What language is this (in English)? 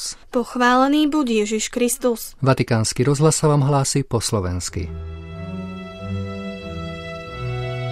Slovak